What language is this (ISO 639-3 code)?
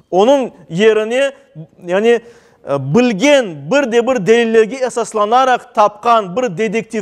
crh